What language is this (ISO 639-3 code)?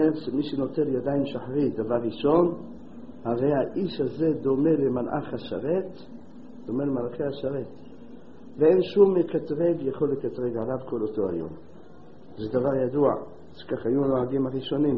heb